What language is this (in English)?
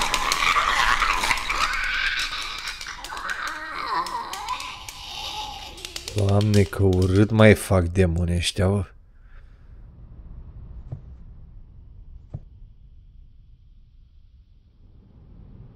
Romanian